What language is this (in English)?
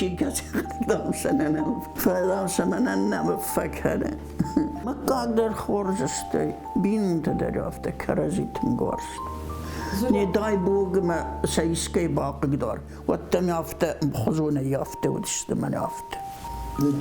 Ossetic